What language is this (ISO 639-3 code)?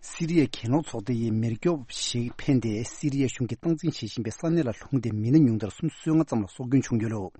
bod